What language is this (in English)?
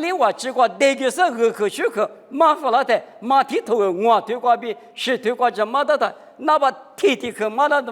Lisu